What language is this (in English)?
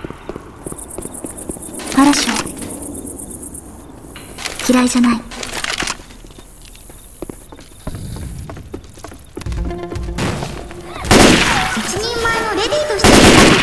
Japanese